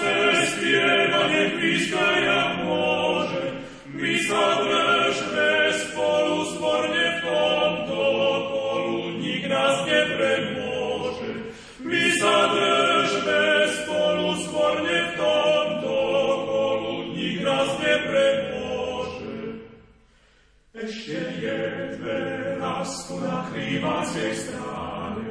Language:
Slovak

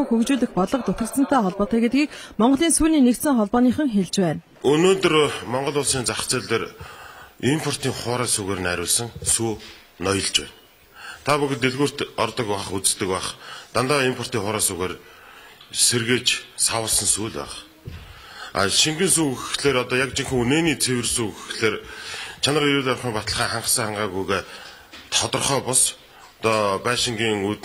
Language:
Mongolian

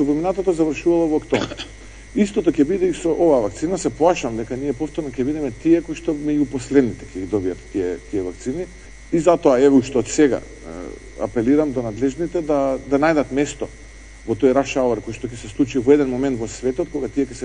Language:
Macedonian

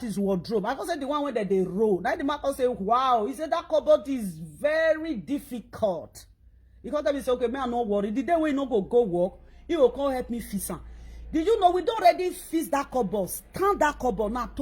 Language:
Nigerian Pidgin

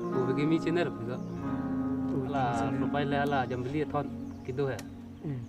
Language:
Karbi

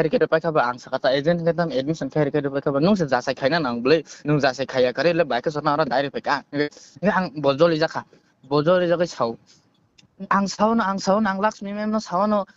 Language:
Kok Borok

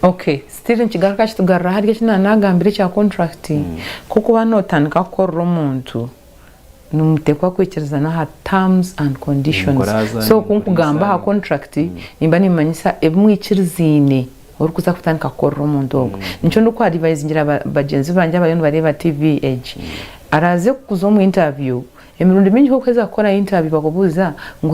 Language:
Nyankole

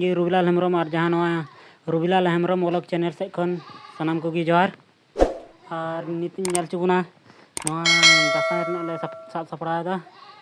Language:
Santali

